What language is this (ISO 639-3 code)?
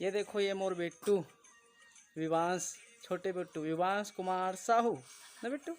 hne